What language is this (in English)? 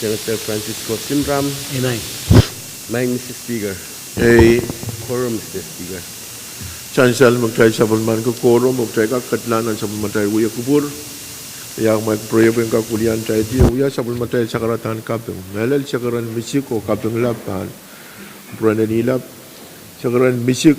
Pohnpeian